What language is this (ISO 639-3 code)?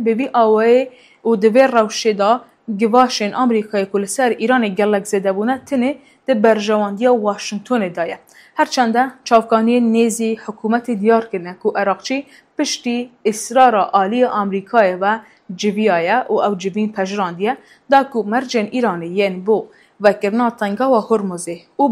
kur